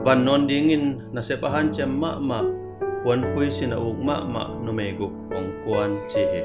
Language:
Tedim Chin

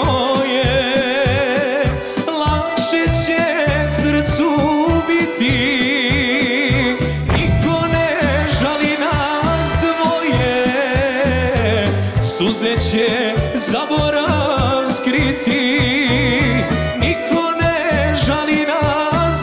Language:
Serbian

